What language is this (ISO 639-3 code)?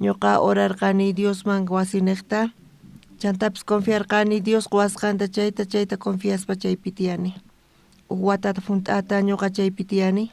quh